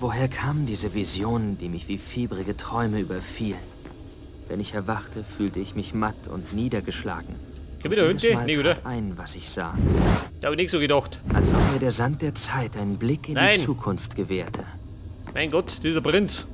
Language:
Bavarian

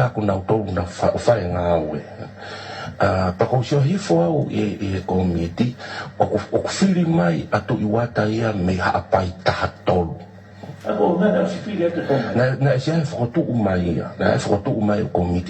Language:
Tongan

